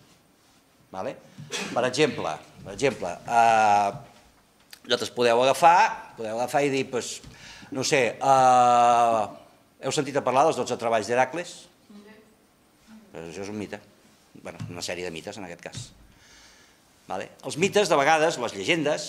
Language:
Catalan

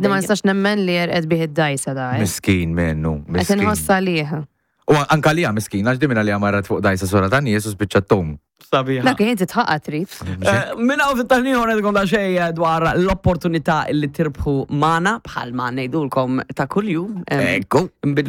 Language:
Maltese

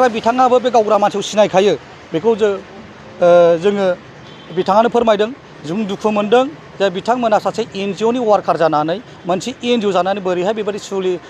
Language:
Bodo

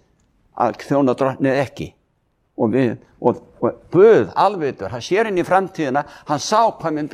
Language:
Icelandic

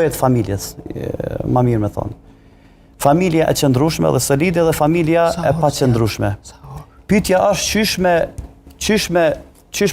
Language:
Albanian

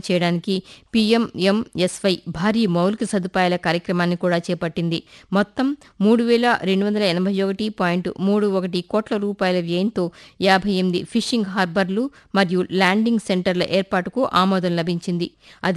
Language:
Telugu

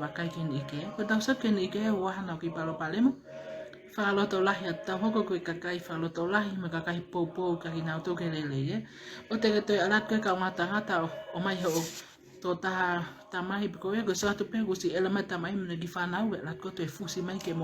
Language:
Tongan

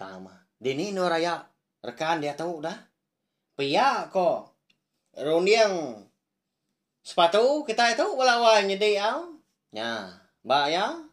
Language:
Iban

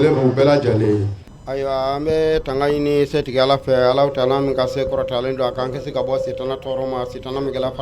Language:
Bambara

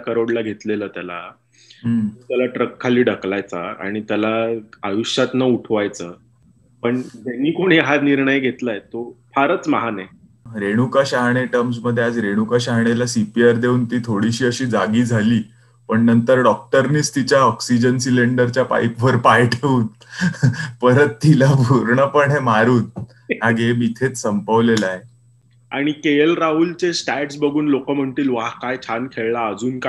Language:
Marathi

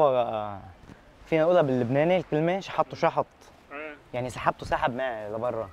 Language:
North Levantine Arabic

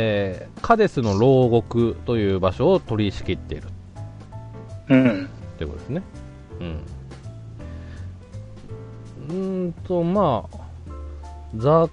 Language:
Japanese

